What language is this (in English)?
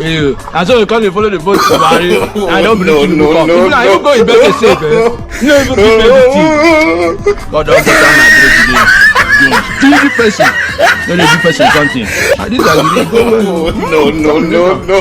Nigerian Pidgin